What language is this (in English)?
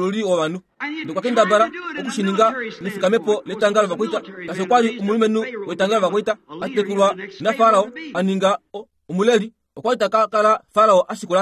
Kuanyama